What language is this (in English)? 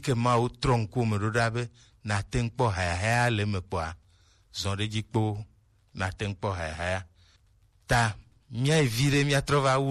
Gen